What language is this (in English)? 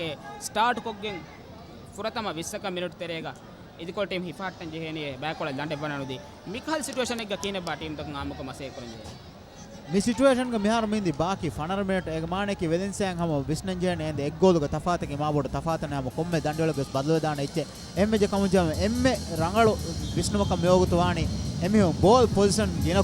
Divehi